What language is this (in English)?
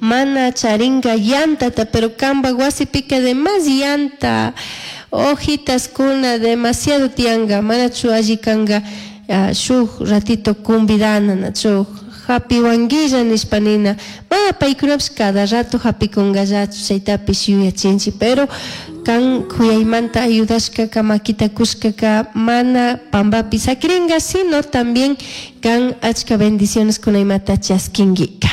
Chimborazo Highland Quichua